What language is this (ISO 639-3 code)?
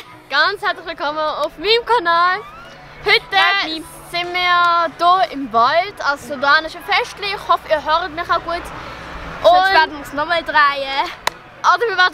gsw